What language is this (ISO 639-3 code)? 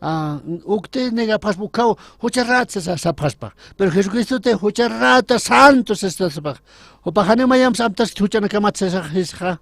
aym